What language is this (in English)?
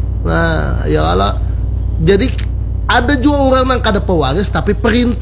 Banjar